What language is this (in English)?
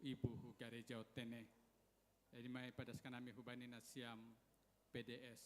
Batak Simalungun